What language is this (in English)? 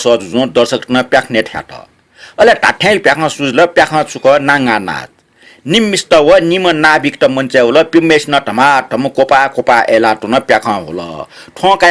Newari